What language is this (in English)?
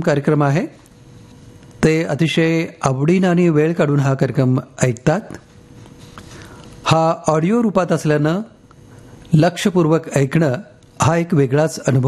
Marathi